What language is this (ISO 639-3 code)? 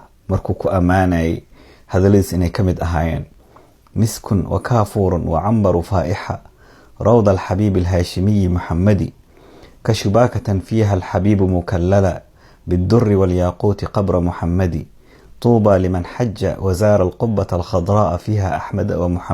som